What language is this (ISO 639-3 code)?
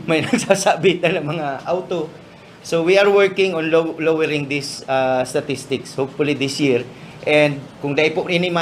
bik